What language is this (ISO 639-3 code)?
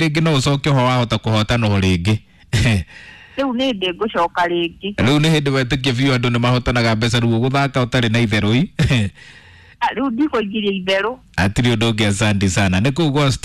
kik